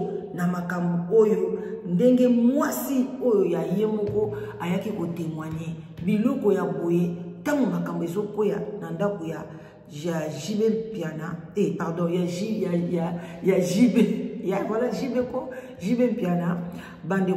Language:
Lingala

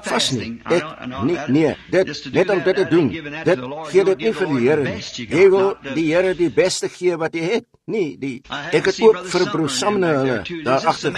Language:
Afrikaans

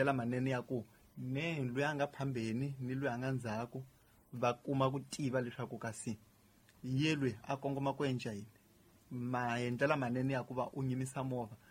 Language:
Tsonga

